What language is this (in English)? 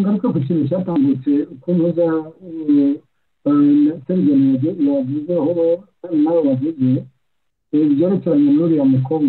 Kinyarwanda